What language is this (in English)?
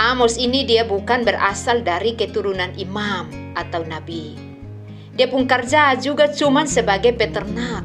Kupang Malay